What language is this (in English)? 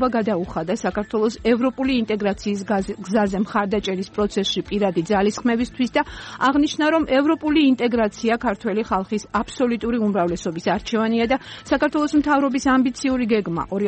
Georgian